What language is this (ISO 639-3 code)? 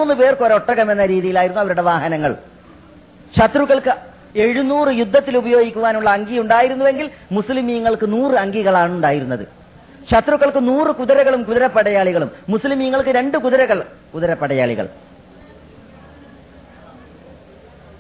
mal